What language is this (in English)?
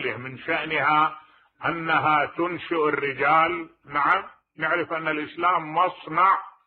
Mesopotamian Arabic